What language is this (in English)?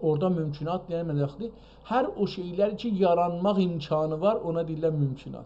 South Azerbaijani